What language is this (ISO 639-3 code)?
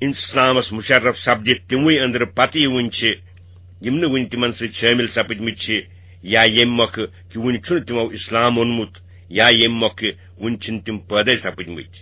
kas